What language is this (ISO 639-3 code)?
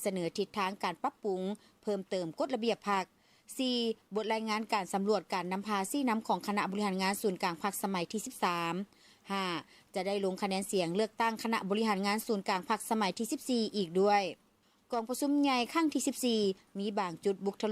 lao